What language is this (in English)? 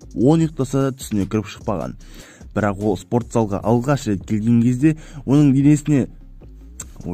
Kazakh